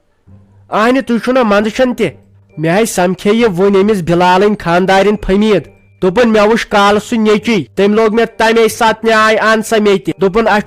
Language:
Kashmiri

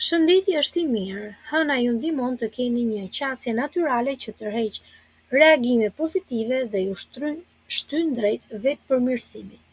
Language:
Albanian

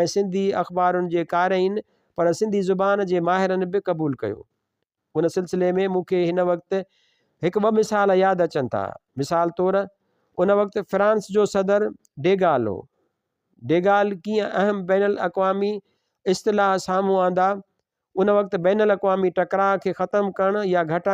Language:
Sindhi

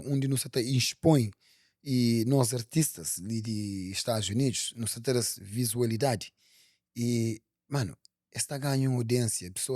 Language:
Kabuverdianu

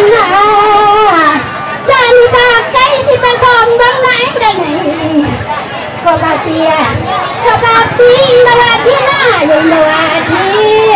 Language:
Minangkabau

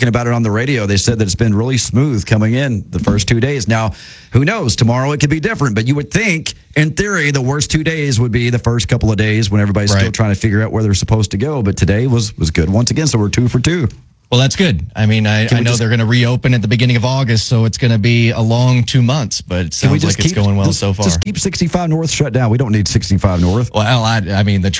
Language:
English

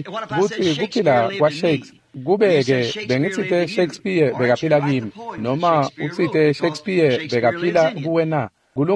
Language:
Swati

